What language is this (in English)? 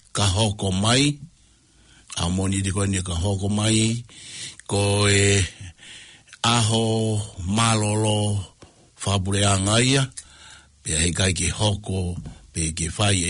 Tongan